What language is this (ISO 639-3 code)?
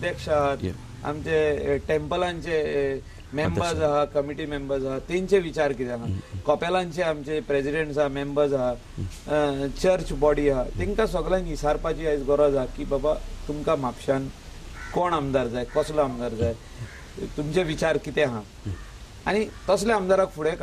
kok